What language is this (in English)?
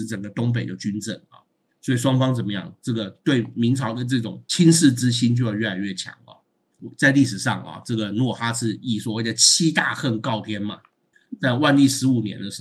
Chinese